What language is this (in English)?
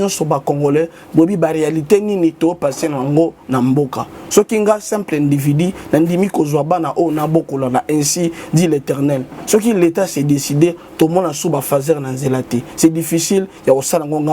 Lingala